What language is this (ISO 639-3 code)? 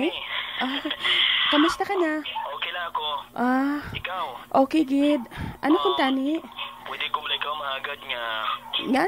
hil